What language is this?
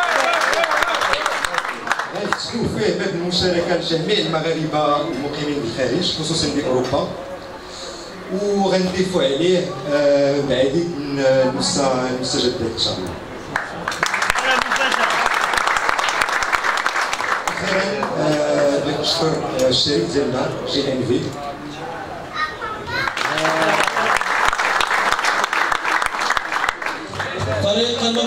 Moroccan Arabic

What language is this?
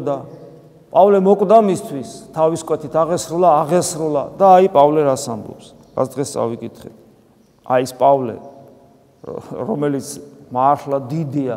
Georgian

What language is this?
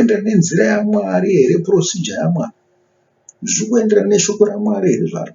Shona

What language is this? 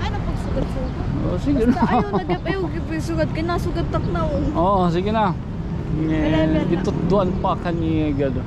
Waray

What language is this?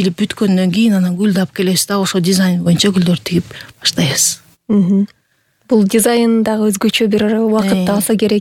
Kyrgyz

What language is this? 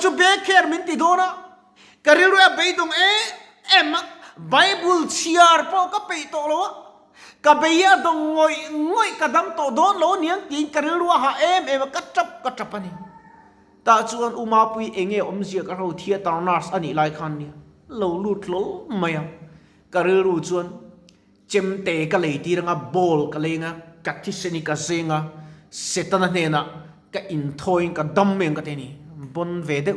Mizo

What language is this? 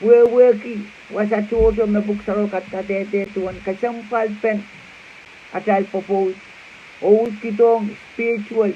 Pohnpeian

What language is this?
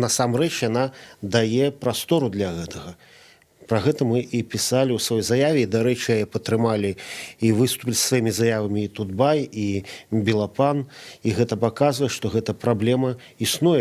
Belarusian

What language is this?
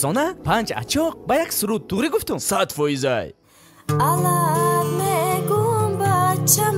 Tajik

